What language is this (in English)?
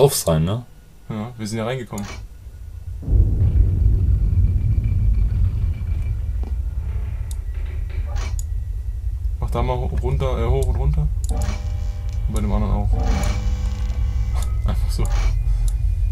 German